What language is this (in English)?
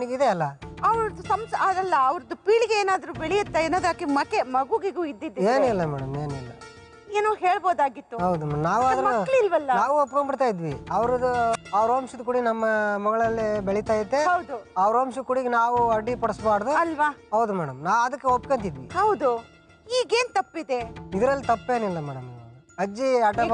Kannada